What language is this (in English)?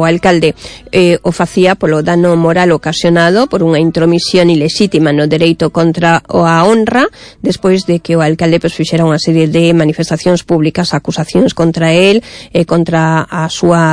Galician